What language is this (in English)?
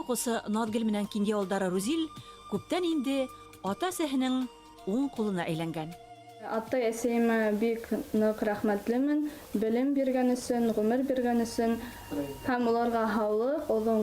Bashkir